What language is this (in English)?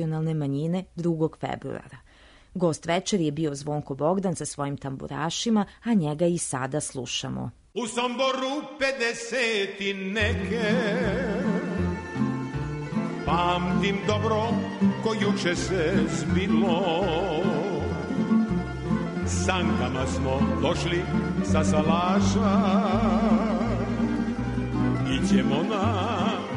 Serbian